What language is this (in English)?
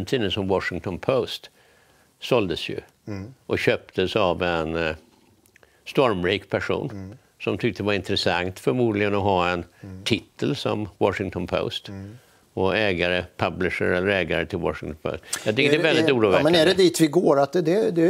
Swedish